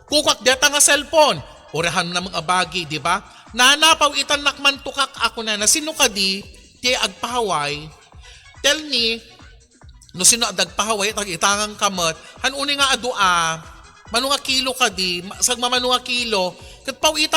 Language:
Iloko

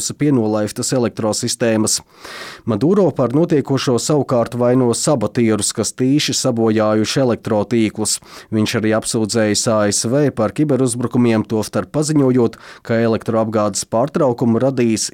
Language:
Latvian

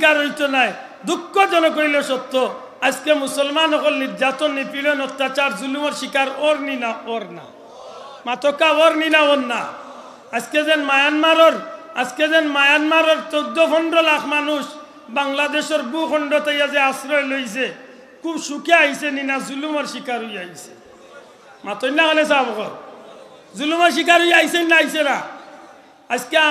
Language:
Sylheti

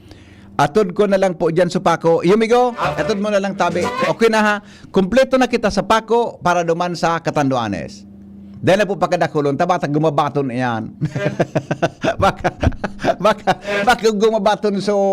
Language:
Bikol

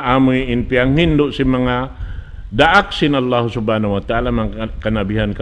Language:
Tausug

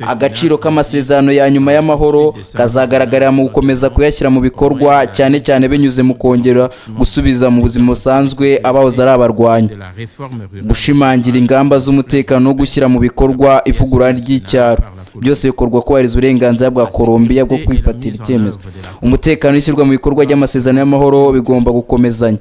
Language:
Kinyarwanda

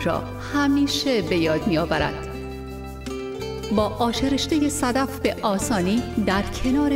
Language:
Persian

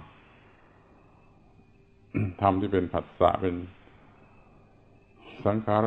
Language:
Thai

